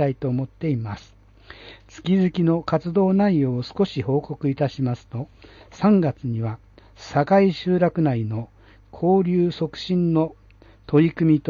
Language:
Japanese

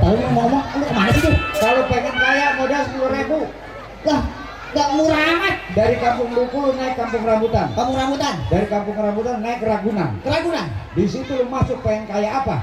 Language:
Betawi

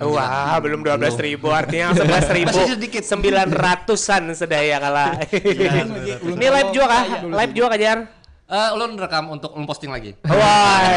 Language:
Banjar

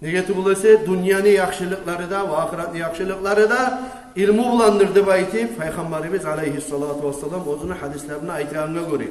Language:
Kumyk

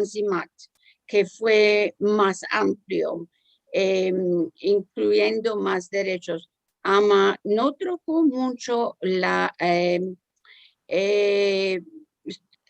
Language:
Ladino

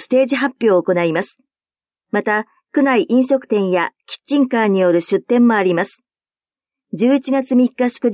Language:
Japanese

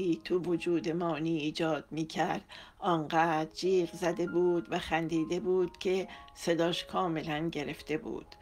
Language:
Persian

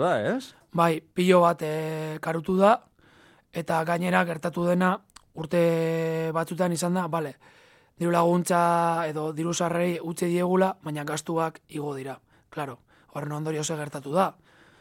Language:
Basque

